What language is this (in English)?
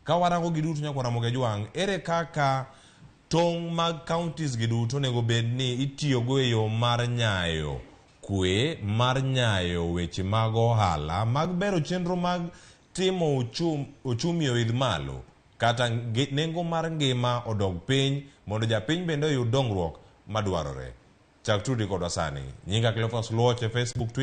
Luo (Kenya and Tanzania)